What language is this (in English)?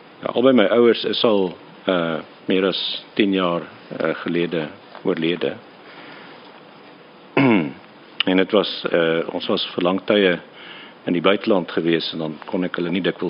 Afrikaans